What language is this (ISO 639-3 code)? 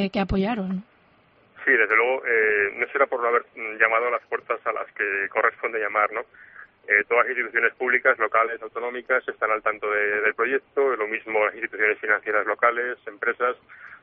spa